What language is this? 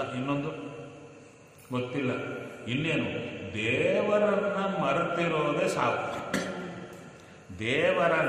Kannada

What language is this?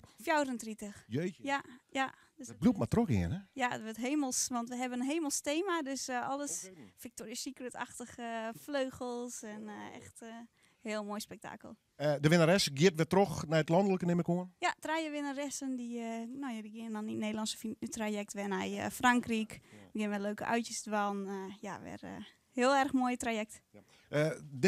Western Frisian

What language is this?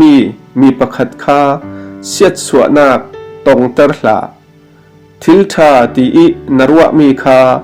Falam Chin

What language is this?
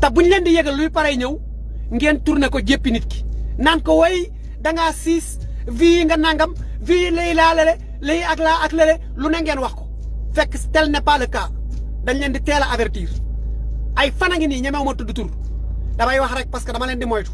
Wolof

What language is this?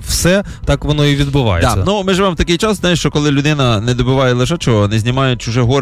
Ukrainian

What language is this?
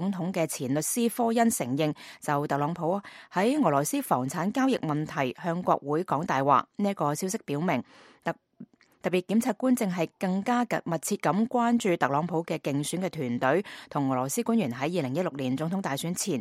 Cantonese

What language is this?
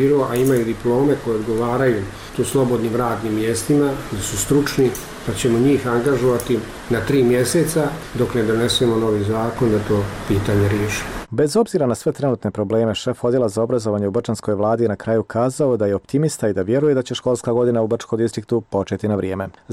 Bosnian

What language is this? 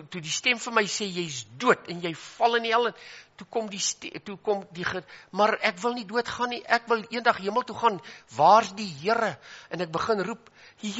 Afrikaans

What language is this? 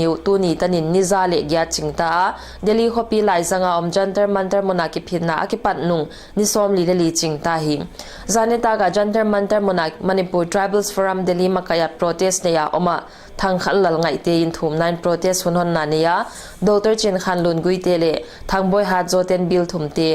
Paite Chin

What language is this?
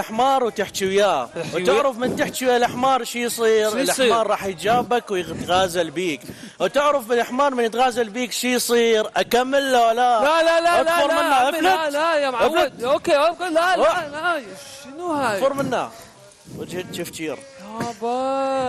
Mesopotamian Arabic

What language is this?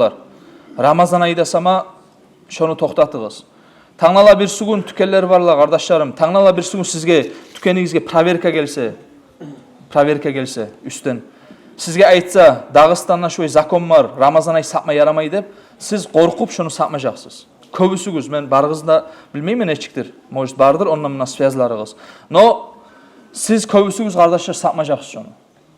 Kumyk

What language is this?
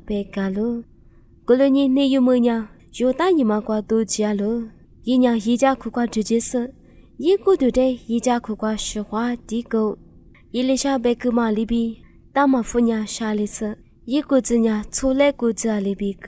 Lisu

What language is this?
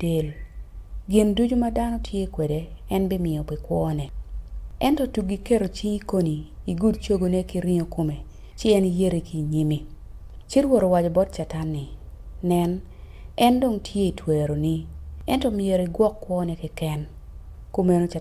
Acoli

